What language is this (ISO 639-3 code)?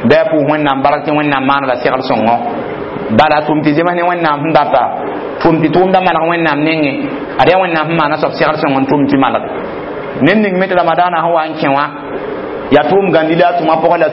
mos